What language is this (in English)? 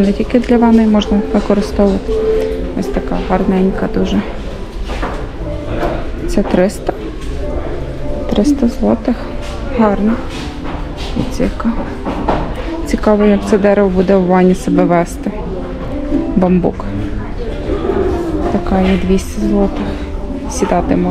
Ukrainian